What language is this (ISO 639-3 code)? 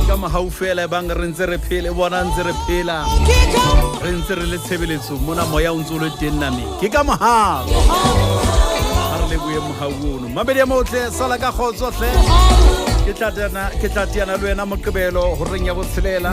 sot